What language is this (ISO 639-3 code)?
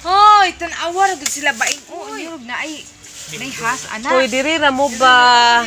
ceb